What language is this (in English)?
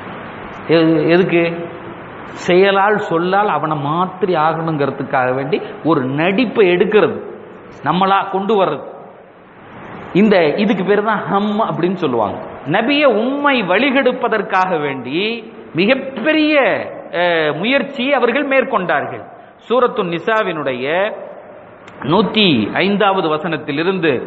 Tamil